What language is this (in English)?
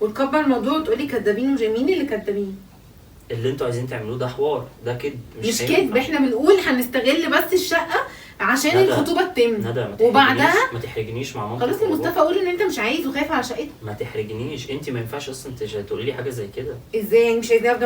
Egyptian Arabic